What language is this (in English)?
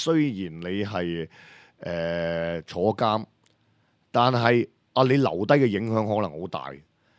Cantonese